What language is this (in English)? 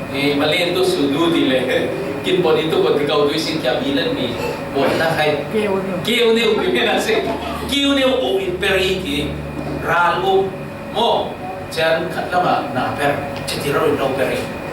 Falam Chin